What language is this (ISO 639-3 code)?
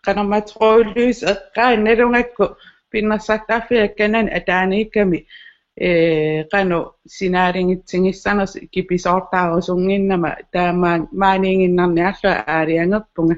kal